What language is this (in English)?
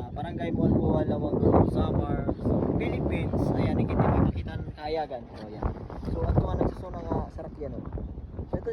Waray